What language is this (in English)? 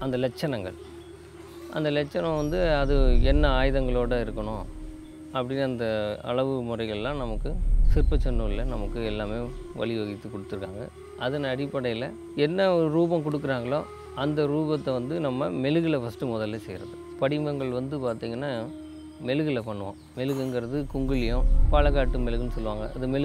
Tamil